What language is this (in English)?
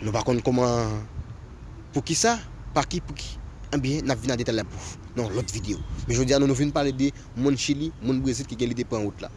Haitian Creole